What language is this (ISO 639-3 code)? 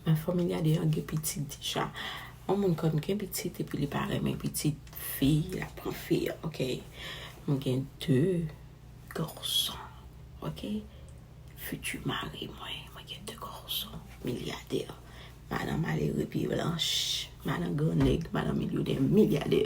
hat